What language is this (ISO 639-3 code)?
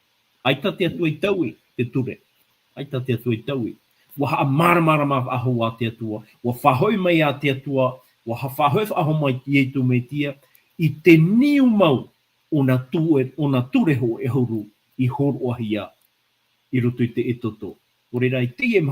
tah